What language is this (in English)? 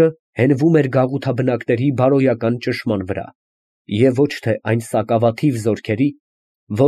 Armenian